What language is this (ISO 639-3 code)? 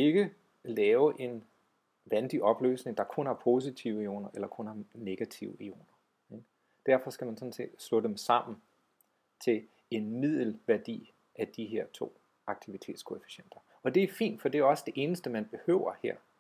dan